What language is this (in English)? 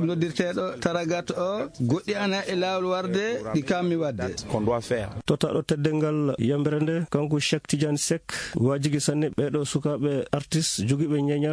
Fula